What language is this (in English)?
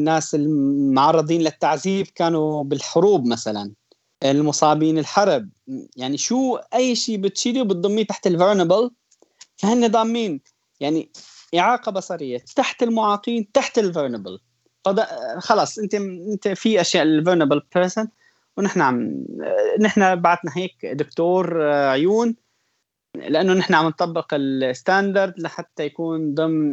North Levantine Arabic